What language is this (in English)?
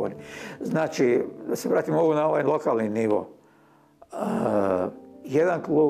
Croatian